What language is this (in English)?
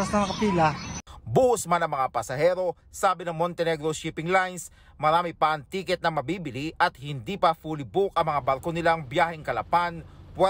Filipino